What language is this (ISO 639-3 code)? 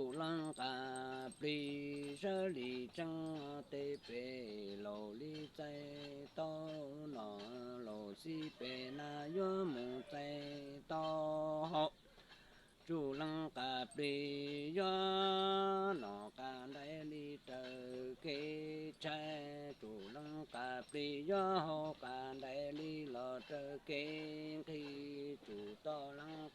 hmn